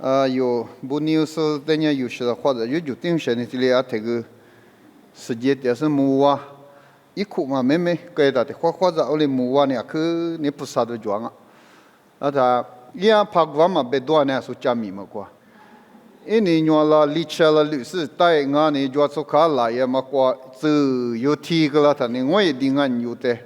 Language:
Lisu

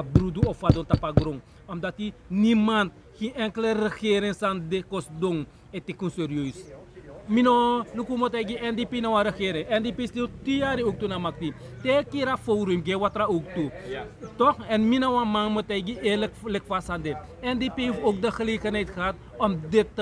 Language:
Sranan Tongo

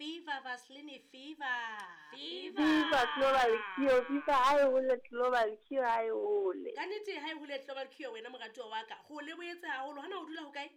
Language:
Southern Sotho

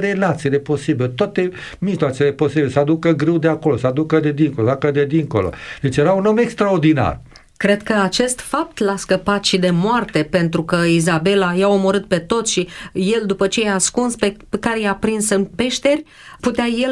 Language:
Romanian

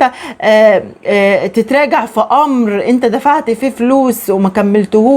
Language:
Egyptian Arabic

